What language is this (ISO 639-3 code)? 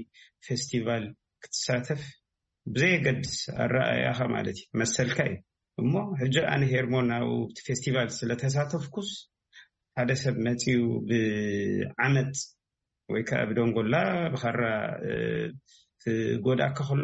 tir